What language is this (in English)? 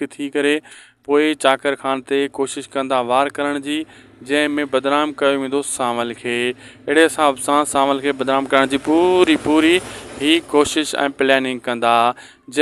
Sindhi